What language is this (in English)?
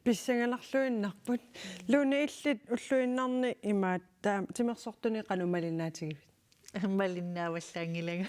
Kalaallisut